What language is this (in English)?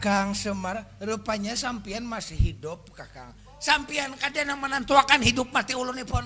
Banjar